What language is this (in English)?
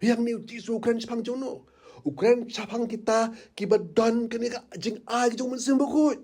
Khasi